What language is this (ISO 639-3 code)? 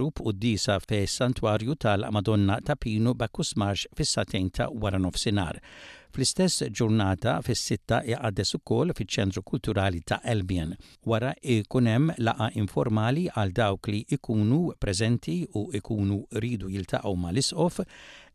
mlt